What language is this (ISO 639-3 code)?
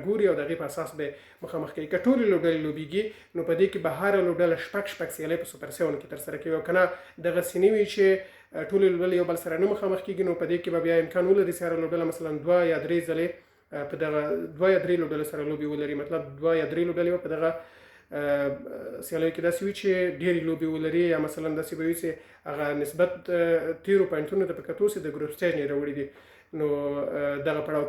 pus